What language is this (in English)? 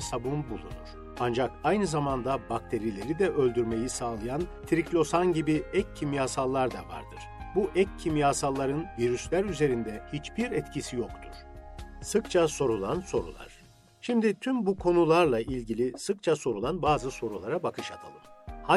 Turkish